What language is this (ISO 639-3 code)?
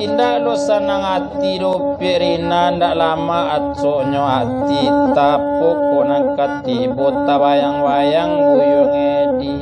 min